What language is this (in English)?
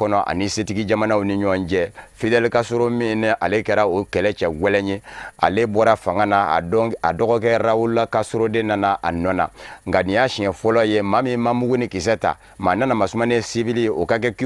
Bambara